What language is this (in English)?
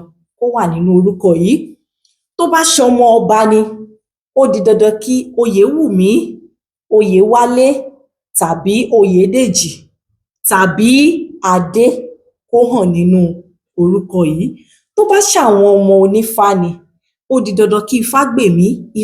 Yoruba